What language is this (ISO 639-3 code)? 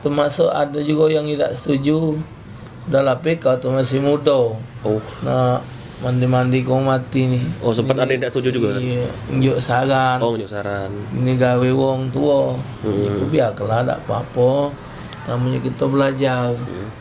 mui